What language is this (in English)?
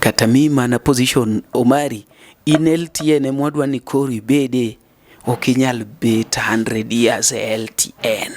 Luo (Kenya and Tanzania)